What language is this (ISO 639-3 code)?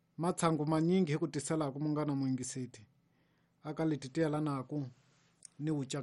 tso